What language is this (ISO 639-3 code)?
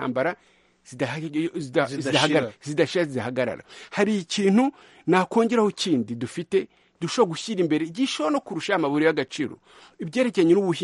kin